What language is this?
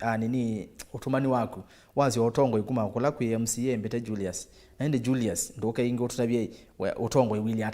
Kamba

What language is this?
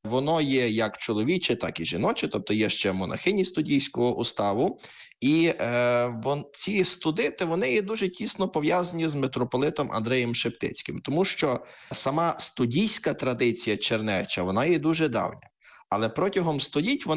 Ukrainian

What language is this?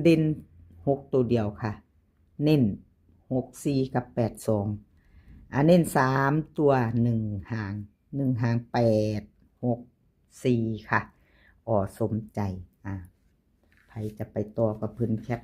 Northeastern Thai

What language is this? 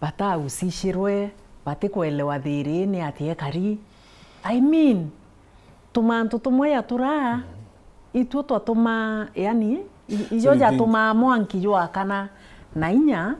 Meru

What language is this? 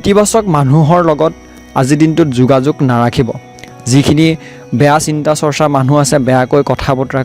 Assamese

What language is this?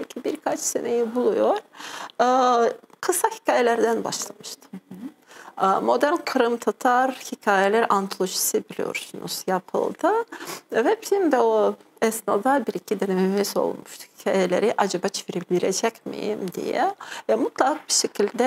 Crimean Tatar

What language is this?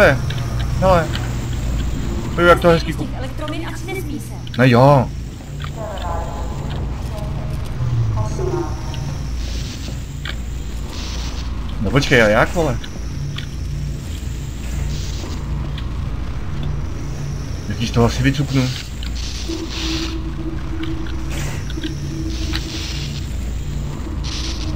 Czech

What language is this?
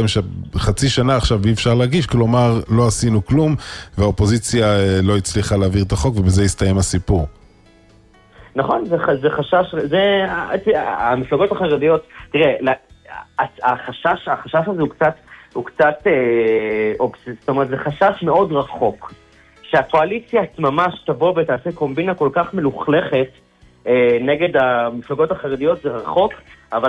Hebrew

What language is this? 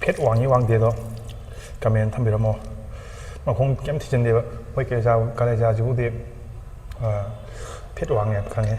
Manipuri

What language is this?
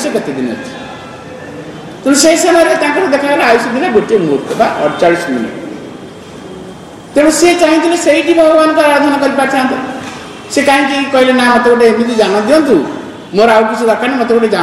Odia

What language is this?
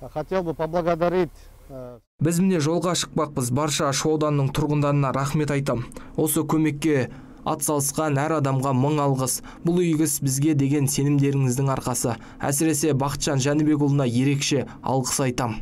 Kazakh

